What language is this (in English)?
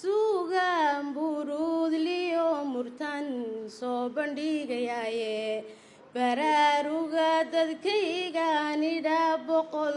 Somali